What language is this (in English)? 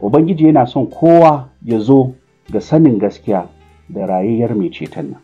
Hausa